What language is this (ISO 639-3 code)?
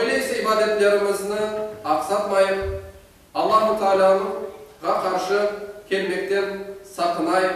crh